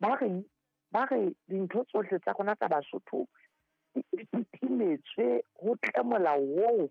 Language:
Southern Sotho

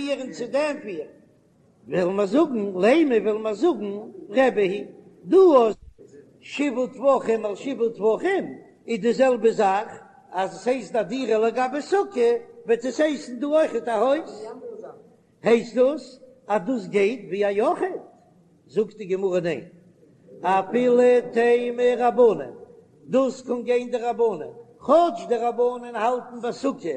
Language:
Yiddish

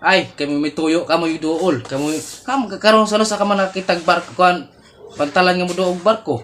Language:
Cebuano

